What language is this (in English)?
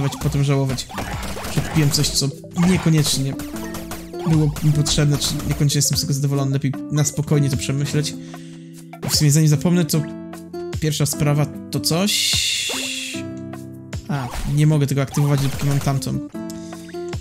Polish